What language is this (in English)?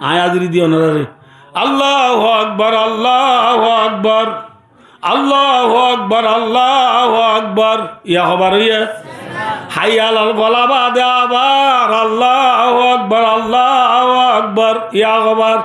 Rohingya